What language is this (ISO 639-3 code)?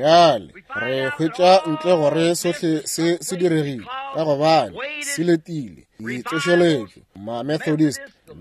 nso